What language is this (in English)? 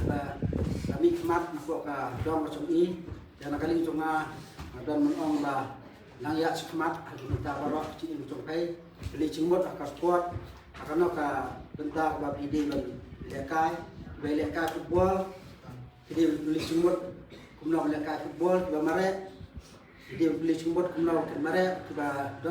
Khasi